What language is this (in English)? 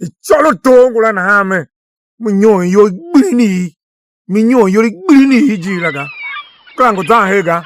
Tiv